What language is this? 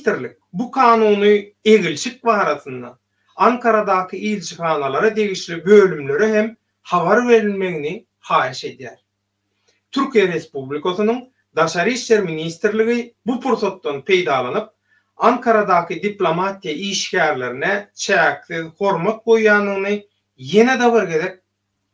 Turkmen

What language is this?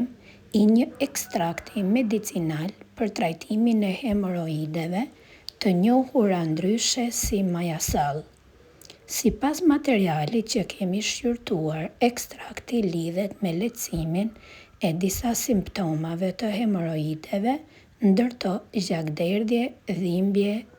Albanian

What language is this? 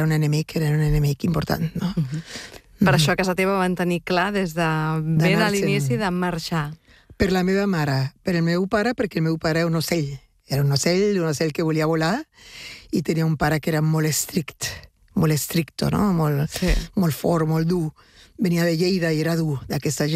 Catalan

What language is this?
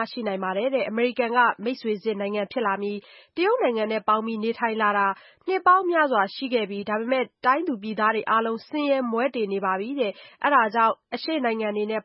Burmese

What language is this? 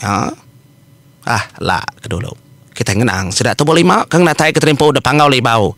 Iban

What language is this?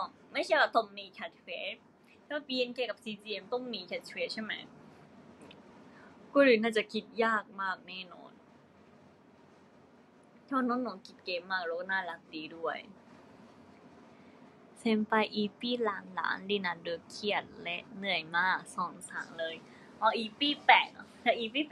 Thai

